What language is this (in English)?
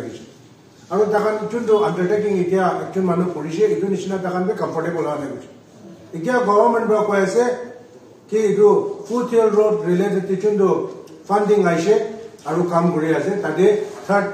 Naga Pidgin